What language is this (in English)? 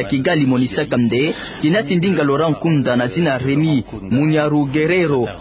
Kituba (Democratic Republic of Congo)